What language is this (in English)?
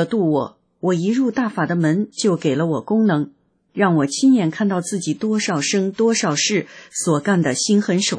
Chinese